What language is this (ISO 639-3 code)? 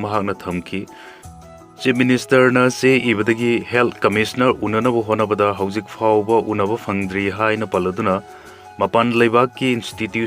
mni